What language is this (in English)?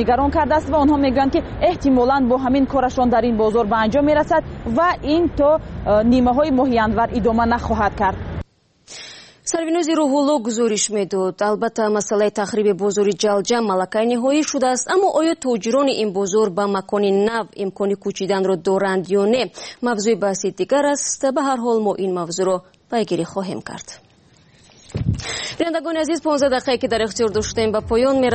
Persian